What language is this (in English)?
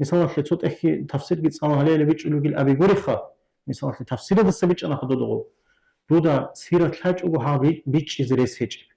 Avaric